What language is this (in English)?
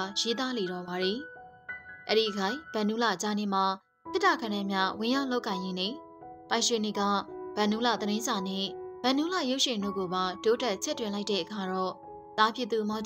Burmese